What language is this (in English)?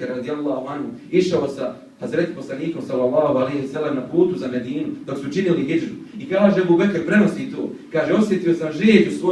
Bosnian